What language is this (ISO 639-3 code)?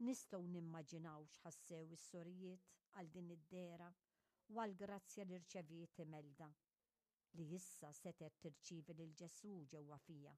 mlt